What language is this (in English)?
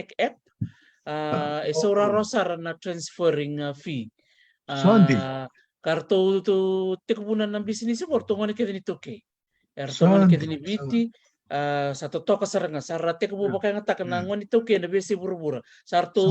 Fijian